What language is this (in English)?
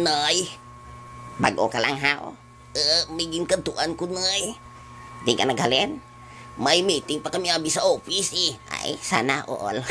Hiligaynon